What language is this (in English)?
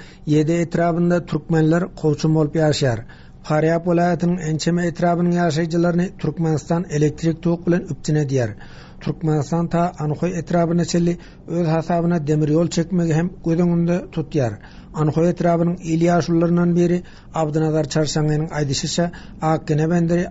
Turkmen